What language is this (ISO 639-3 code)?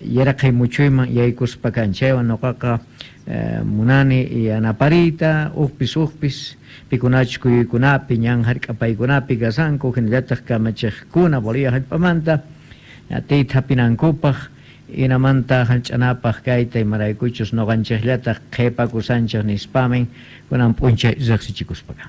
que